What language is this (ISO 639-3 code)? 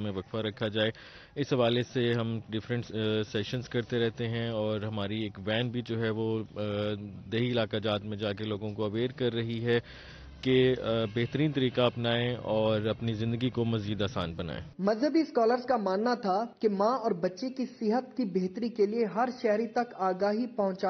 urd